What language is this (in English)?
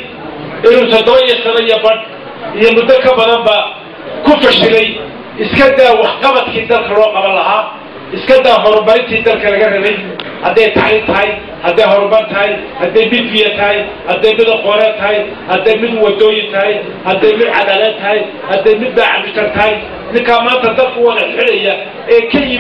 Somali